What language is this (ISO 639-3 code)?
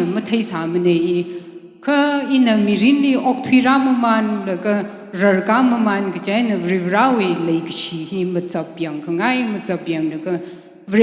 nmf